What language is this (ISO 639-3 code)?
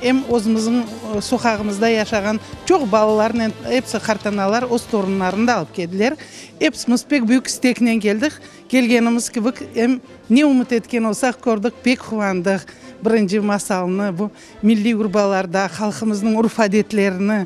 crh